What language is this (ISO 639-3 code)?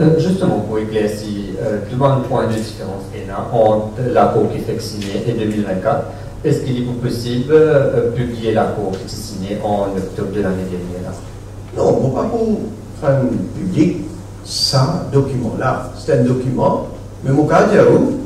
mfe